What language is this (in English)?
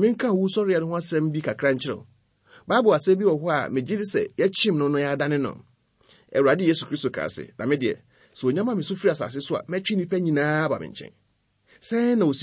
Akan